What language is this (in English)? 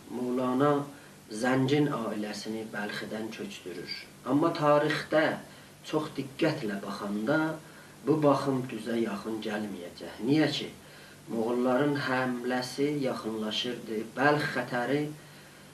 South Azerbaijani